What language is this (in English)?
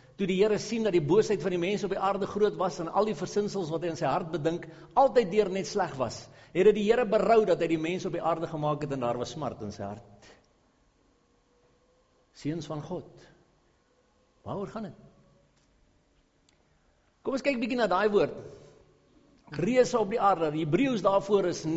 Afrikaans